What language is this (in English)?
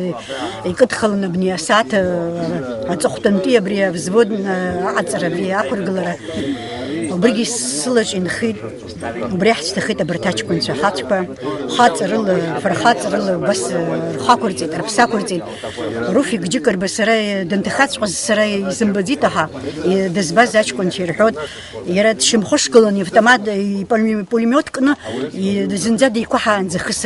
Abkhazian